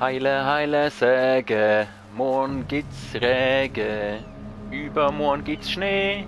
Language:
Swiss German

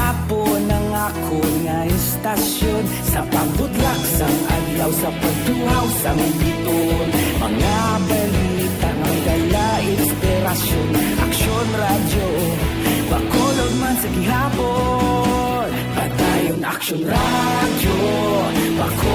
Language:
Hiligaynon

